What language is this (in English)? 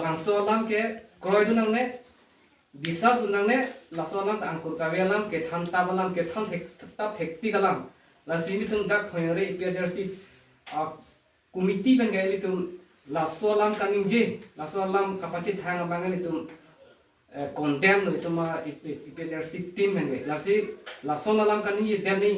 Karbi